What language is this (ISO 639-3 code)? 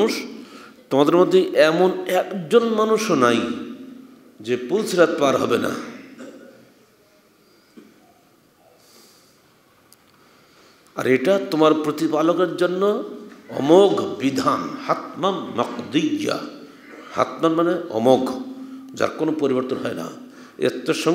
ben